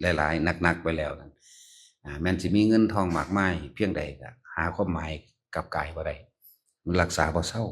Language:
Lao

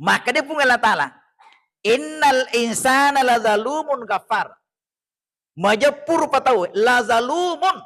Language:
Buginese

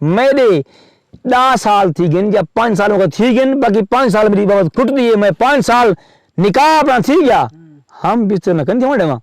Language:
Saraiki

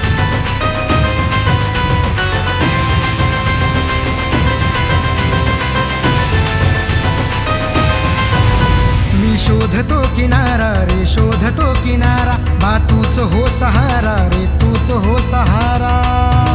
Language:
Marathi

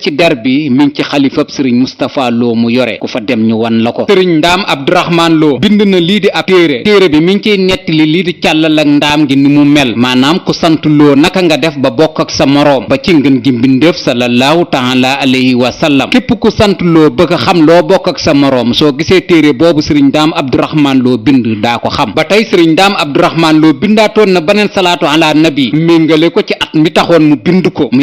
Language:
Wolof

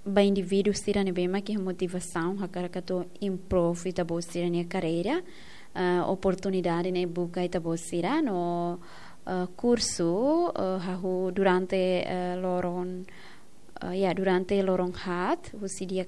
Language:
Tetum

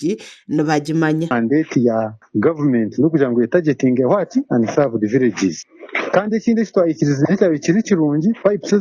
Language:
Nyankole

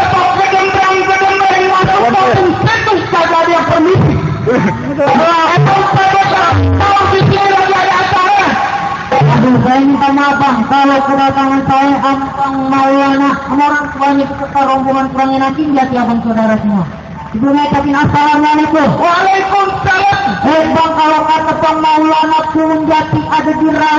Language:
Betawi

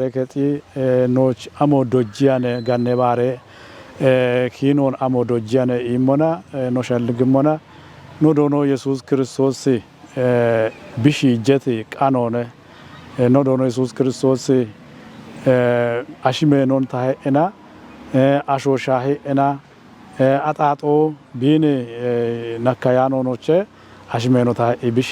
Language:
Kafa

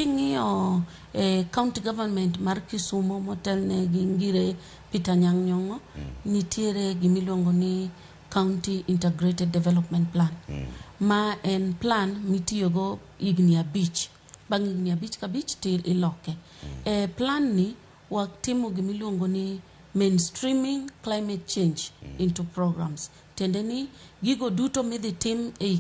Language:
Luo (Kenya and Tanzania)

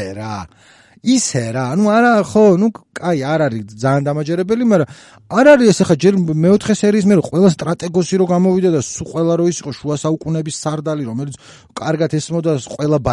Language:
Georgian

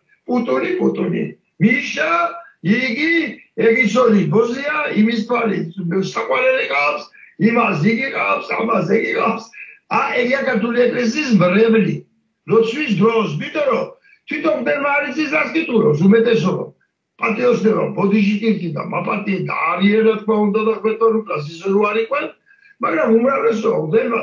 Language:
Georgian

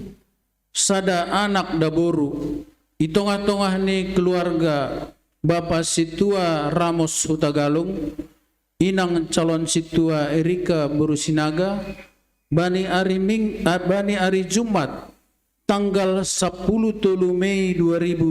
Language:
Batak Simalungun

